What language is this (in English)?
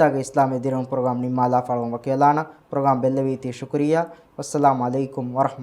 Divehi